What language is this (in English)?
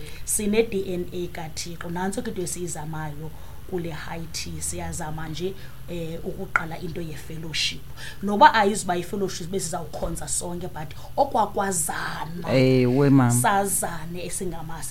Xhosa